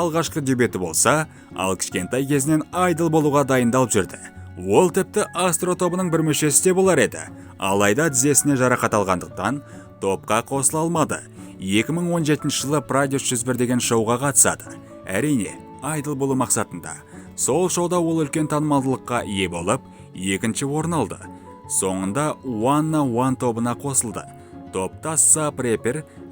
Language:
Kazakh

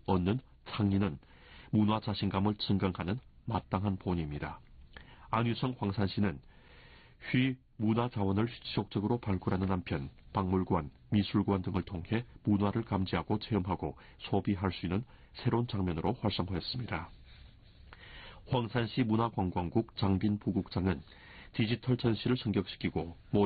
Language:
Korean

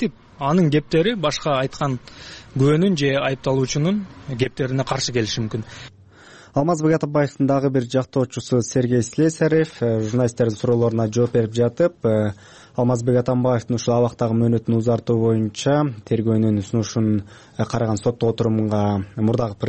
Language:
Kyrgyz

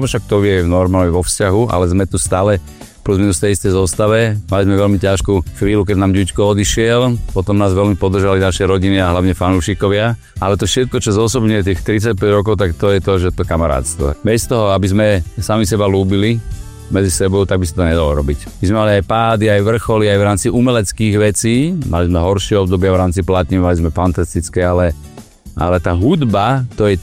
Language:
Slovak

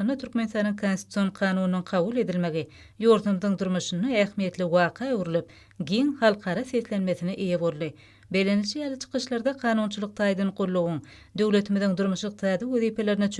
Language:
Turkmen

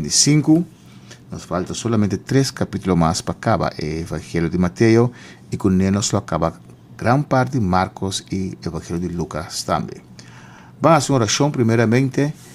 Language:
Papiamento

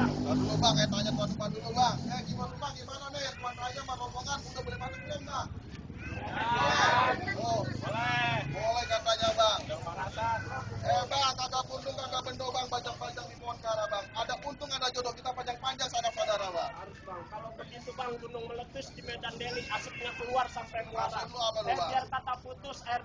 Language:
Betawi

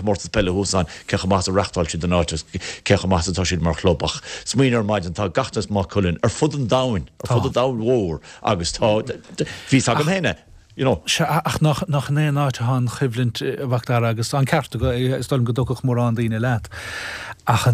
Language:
Irish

